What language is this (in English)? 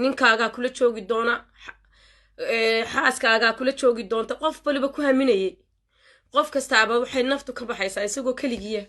Somali